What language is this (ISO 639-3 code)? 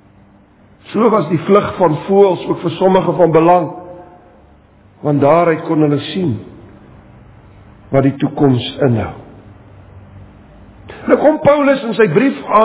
afr